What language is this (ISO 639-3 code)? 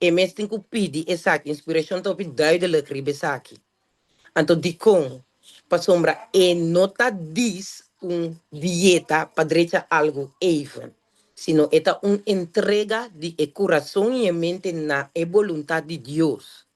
pap